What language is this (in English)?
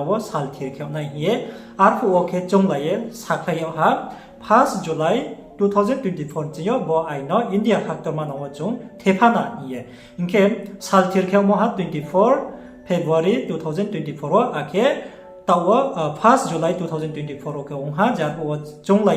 Riang (India)